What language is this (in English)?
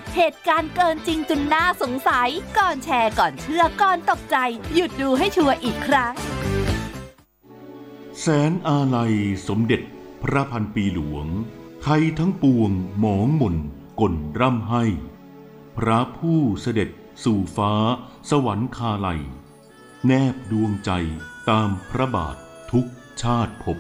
Thai